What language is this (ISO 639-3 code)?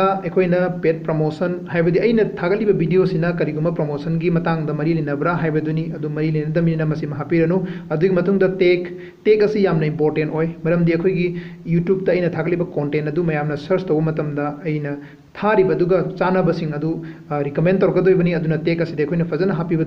mni